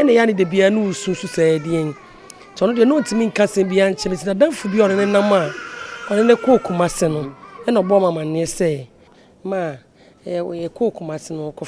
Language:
Akan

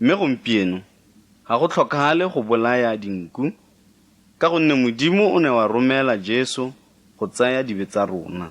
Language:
Tswana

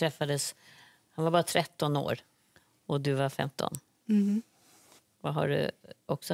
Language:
Swedish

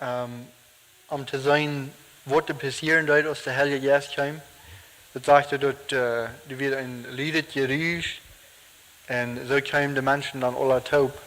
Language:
Plautdietsch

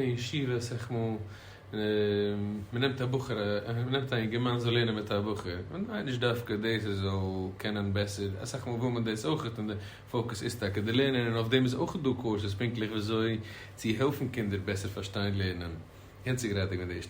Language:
Yiddish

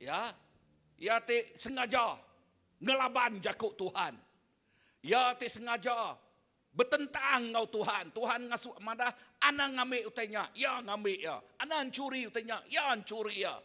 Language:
Iban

